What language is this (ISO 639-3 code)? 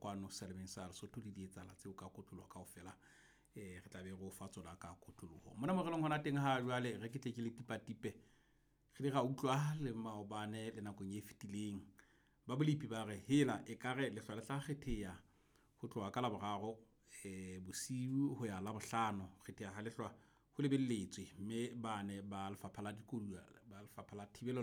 sot